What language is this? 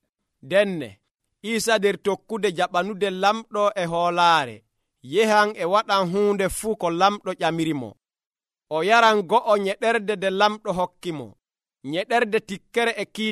Nigerian Fulfulde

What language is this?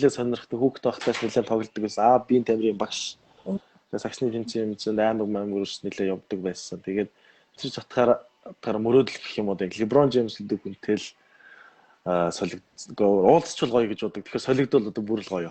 Mongolian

